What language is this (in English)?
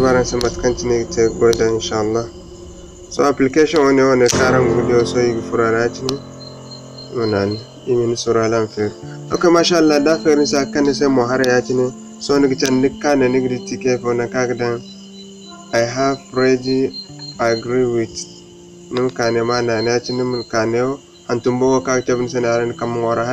Zarma